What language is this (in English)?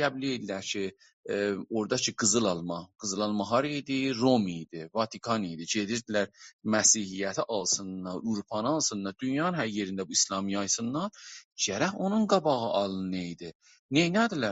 South Azerbaijani